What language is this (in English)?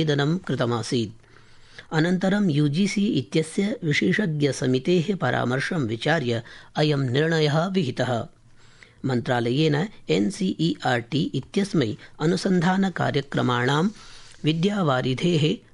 Sanskrit